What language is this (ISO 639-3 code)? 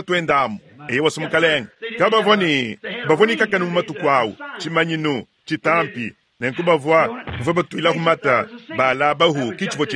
lua